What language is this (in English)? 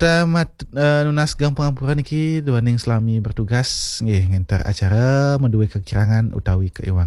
Balinese